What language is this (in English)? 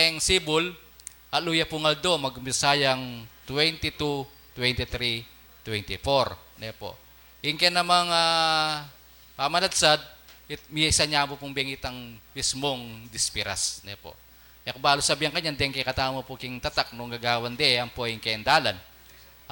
Pampanga